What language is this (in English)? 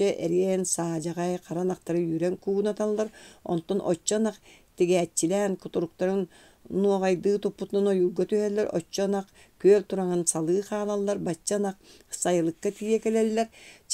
Yakut